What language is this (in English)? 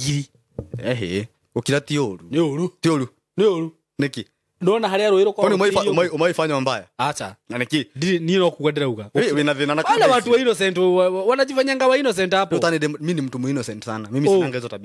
Kikuyu